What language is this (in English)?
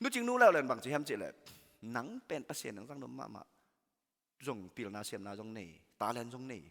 Tedim Chin